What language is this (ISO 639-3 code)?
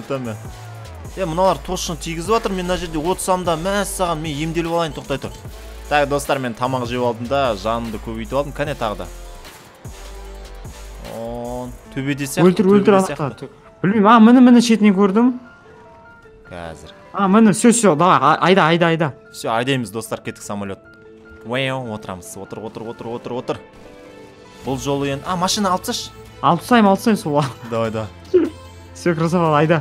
kaz